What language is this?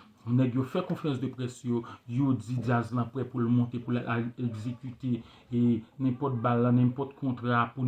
Haitian Creole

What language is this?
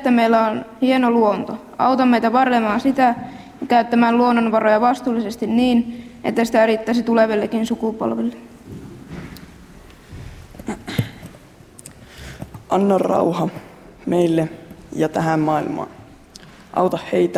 Finnish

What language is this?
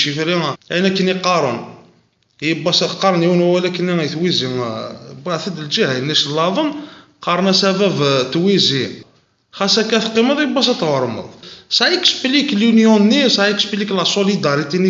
Kabyle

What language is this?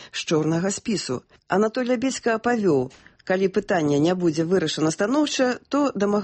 Belarusian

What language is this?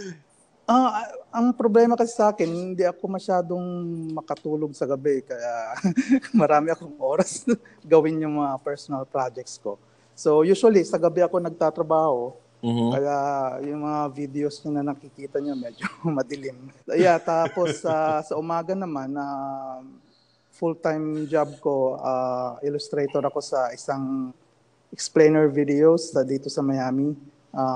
Filipino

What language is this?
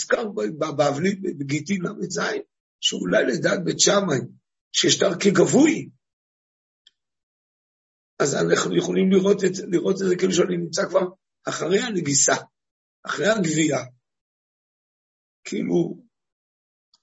Hebrew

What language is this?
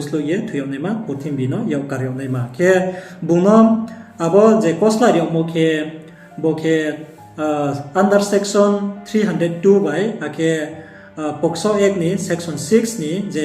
Riang (India)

